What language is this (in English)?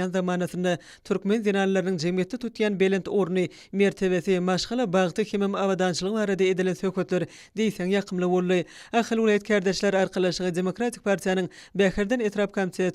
Turkmen